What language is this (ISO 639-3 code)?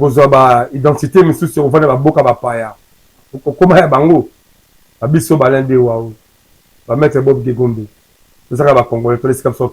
lin